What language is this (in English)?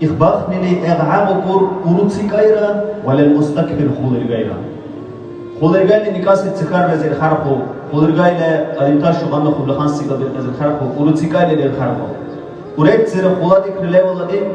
Dargwa